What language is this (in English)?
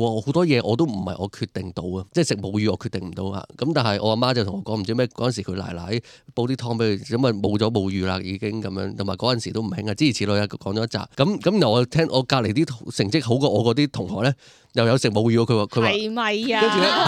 Cantonese